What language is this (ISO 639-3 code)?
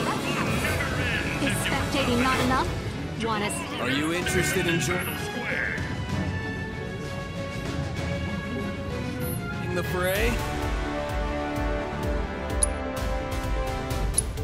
eng